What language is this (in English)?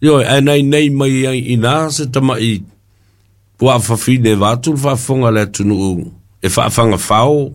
Samoan